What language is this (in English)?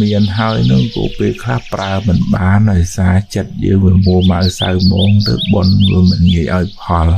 Khmer